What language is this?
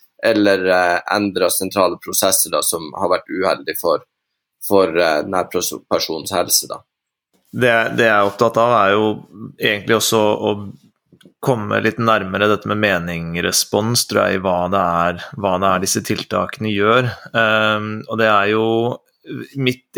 Norwegian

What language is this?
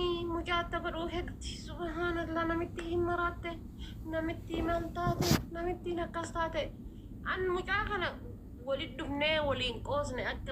Oromo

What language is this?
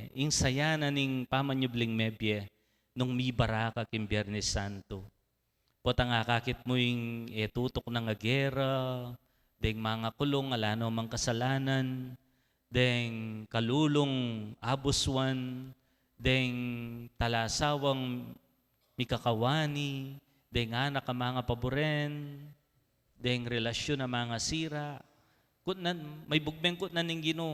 Pampanga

